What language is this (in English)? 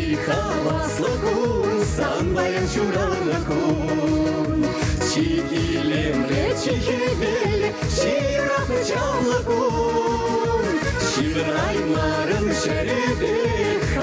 Chuvash